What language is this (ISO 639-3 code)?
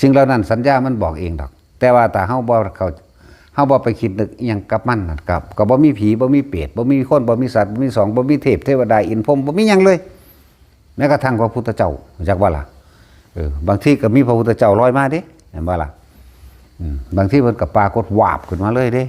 tts